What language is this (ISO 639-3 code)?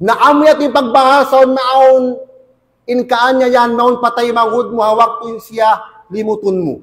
tsg